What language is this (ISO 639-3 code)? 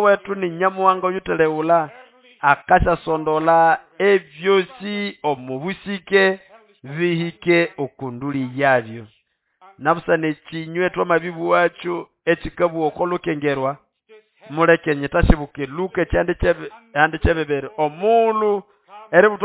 nnb